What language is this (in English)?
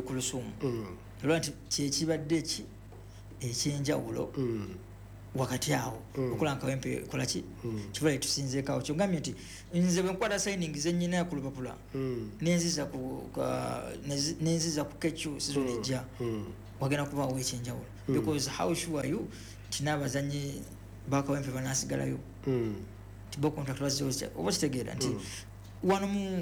Ganda